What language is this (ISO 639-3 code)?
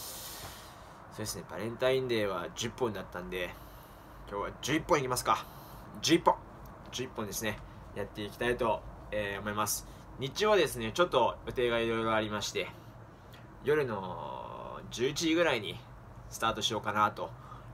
jpn